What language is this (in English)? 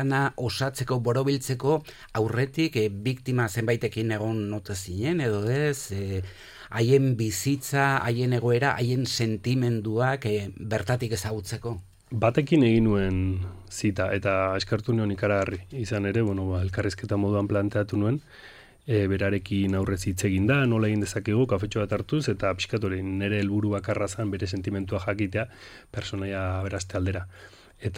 Basque